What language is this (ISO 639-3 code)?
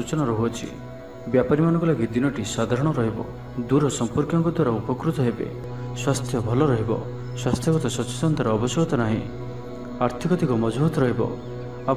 ori